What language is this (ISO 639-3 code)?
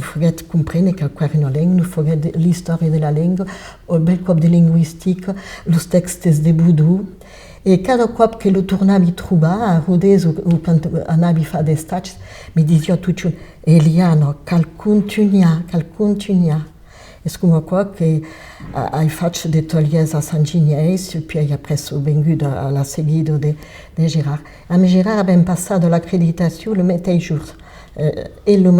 oci